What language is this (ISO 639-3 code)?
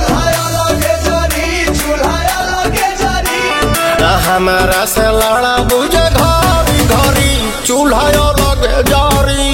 bho